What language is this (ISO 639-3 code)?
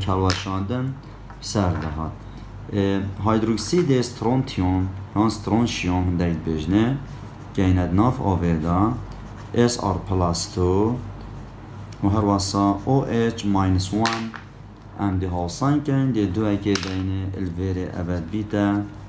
kur